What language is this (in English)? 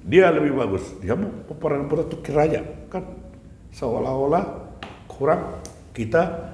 Batak Toba